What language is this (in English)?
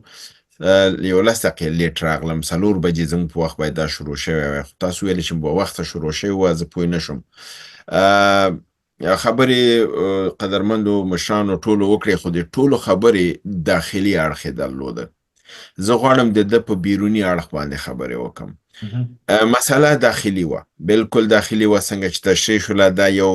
Pashto